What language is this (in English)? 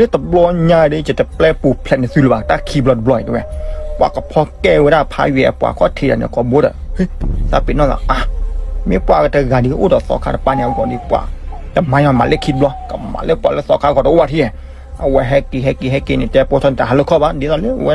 S'gaw Karen